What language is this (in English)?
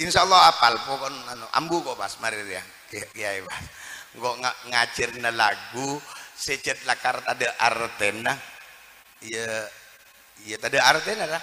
Madurese